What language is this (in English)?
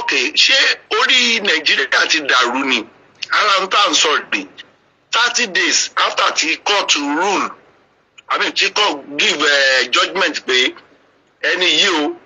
Yoruba